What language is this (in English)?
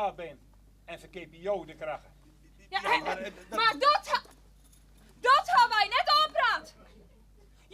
Western Frisian